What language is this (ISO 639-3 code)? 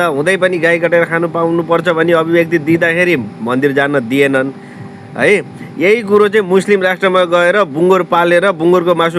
nep